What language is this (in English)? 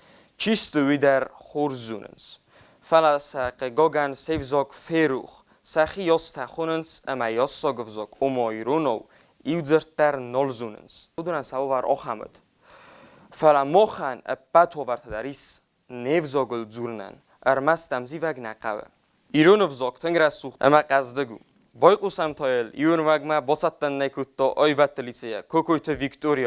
Ossetic